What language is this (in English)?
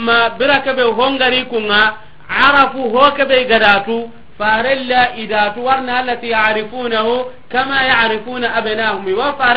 Soninke